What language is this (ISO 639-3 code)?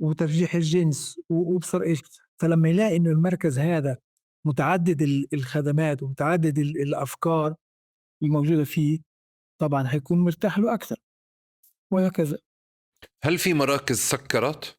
apc